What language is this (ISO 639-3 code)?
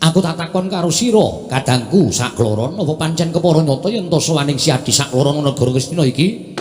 jav